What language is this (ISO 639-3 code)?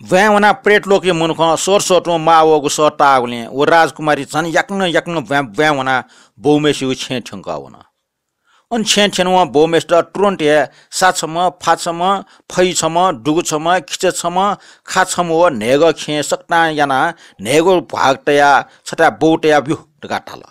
new